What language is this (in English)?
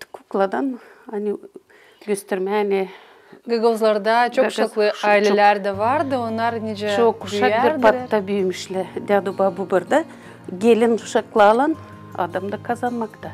Gagauz